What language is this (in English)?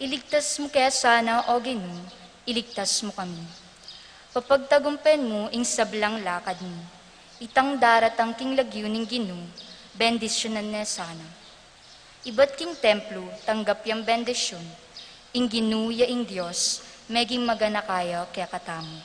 Pampanga